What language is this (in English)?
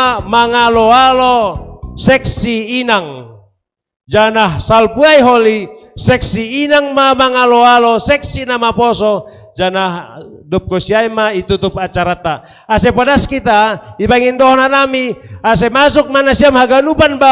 Batak Simalungun